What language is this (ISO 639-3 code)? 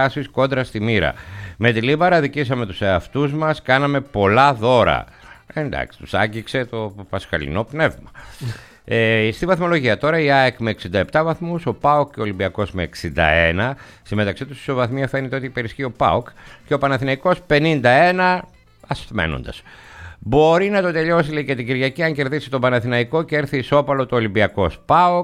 ell